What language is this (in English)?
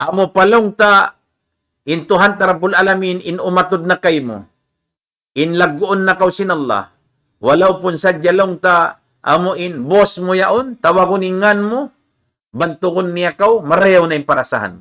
Tausug